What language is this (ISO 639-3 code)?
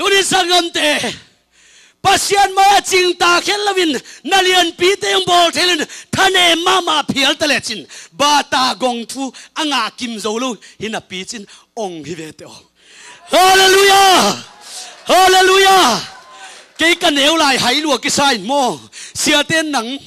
ctd